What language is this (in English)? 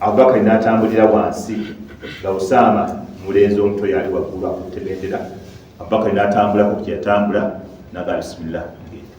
Ganda